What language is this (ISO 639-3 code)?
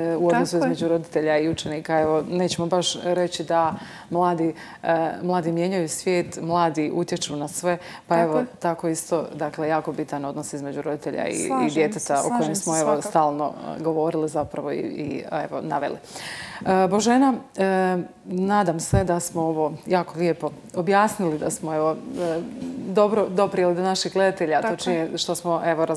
hrv